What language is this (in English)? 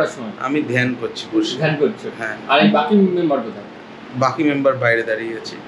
Bangla